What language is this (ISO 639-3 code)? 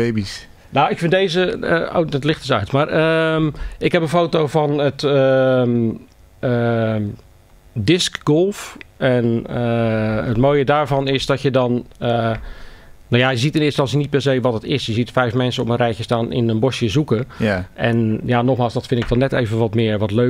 nld